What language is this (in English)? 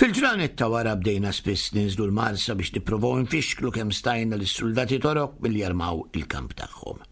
Maltese